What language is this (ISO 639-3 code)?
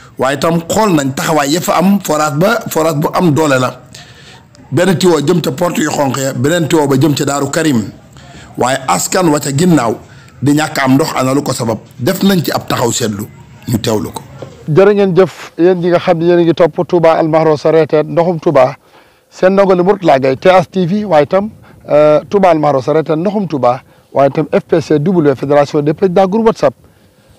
wol